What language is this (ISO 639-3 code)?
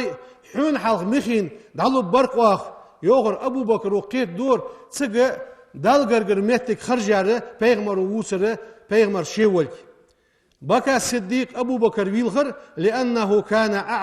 inh